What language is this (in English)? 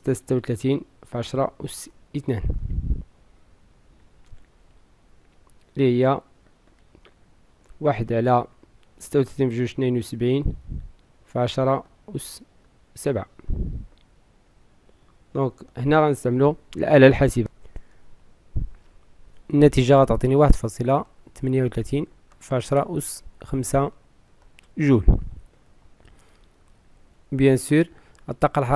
Moroccan Arabic